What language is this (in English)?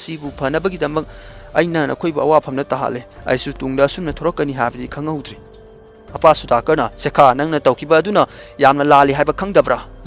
Manipuri